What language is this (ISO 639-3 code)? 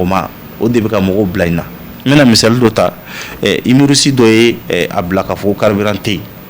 bam